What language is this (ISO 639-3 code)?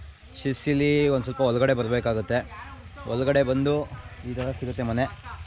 kan